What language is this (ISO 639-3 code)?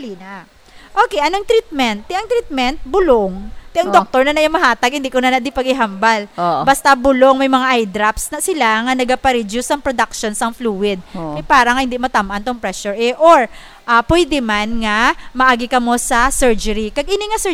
hil